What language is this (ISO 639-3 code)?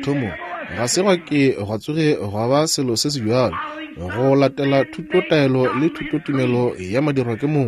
nso